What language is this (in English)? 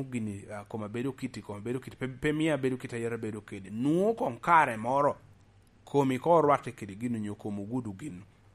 Lango (Uganda)